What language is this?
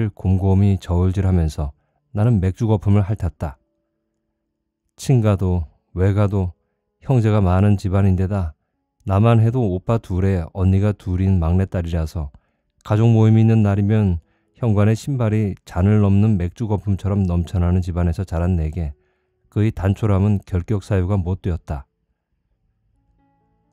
Korean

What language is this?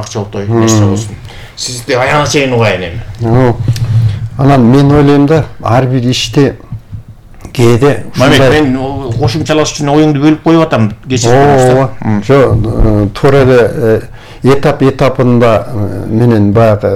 Kyrgyz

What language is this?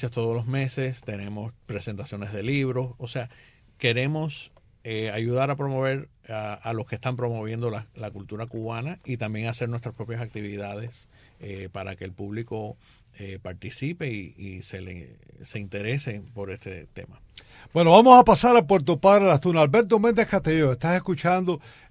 Spanish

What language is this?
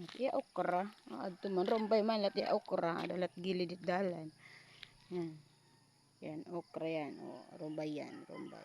Waray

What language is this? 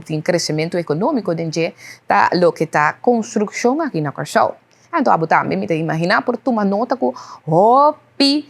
Papiamento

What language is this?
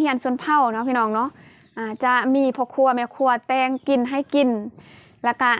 Lao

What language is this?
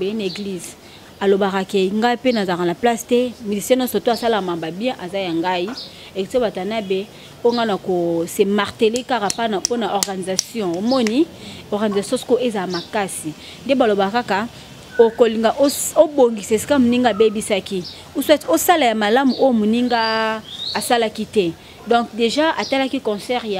Lingala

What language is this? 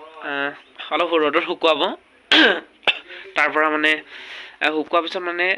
Assamese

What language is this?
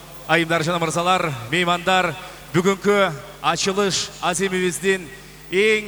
Kyrgyz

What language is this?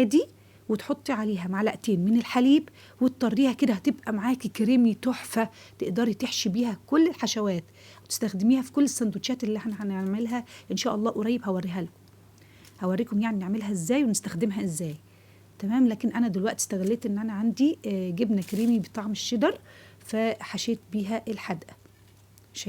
Egyptian Arabic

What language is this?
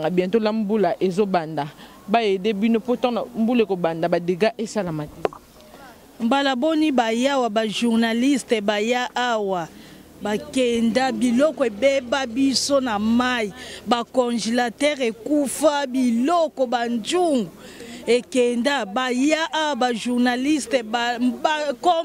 Lingala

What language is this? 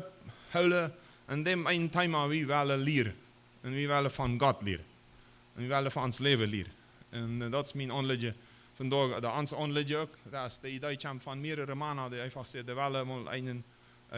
Plautdietsch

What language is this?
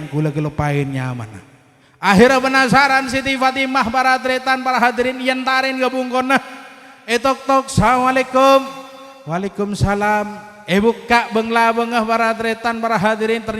Madurese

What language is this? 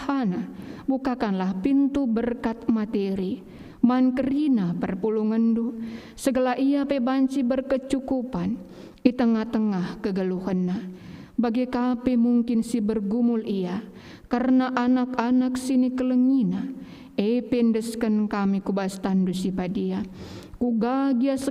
Batak Karo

